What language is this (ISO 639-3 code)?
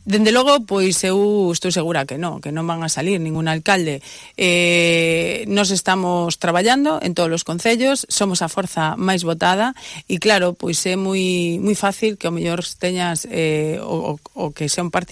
glg